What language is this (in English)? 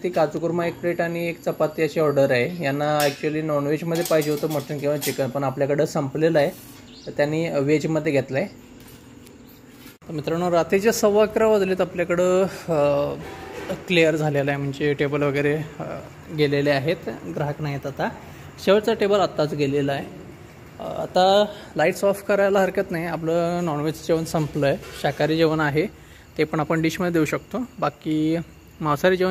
Marathi